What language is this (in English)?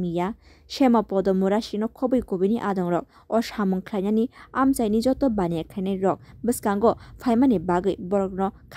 Kok Borok